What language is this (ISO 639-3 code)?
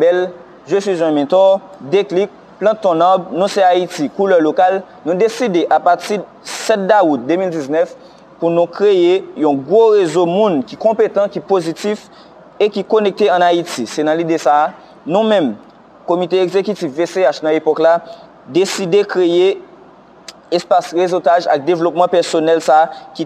hat